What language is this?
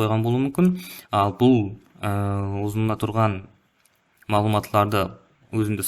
Kara-Kalpak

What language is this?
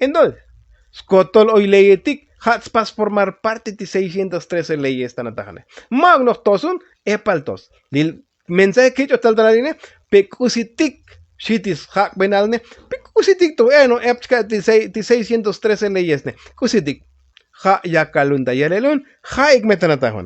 Tzotzil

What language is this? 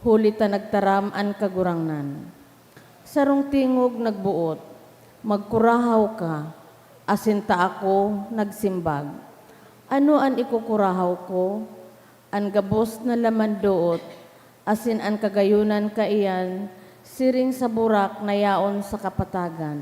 Bikol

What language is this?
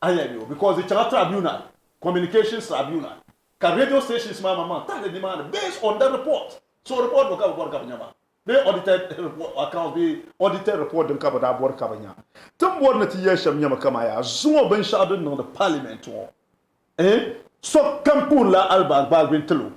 Dagbani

